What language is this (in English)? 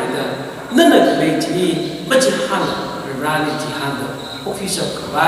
Tangkhul Naga (India)